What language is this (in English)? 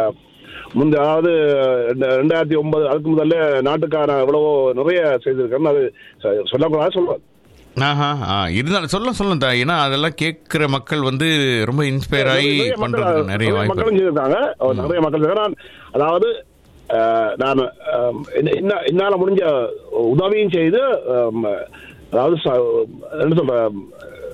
Tamil